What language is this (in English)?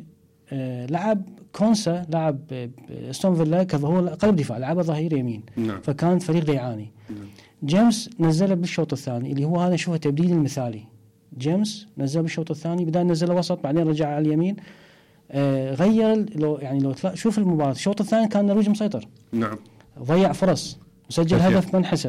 Mesopotamian Arabic